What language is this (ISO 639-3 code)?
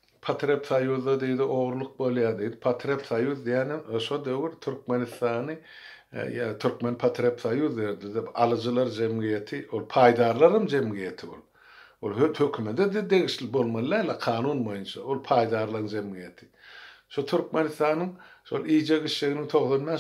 tuk